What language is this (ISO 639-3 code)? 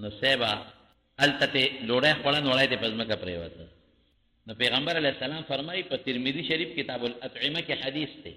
pus